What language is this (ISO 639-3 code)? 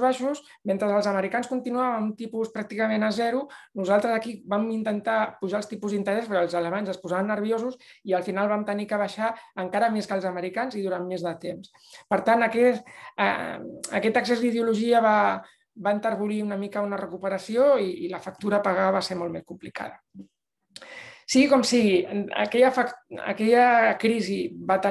cat